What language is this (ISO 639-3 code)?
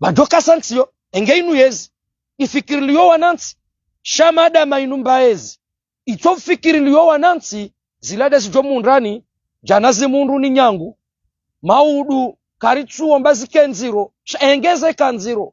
zdj